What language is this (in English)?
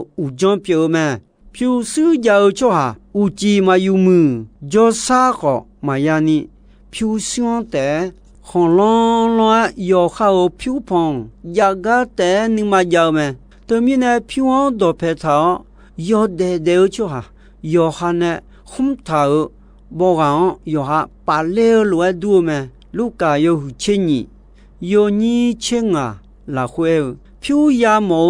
Akha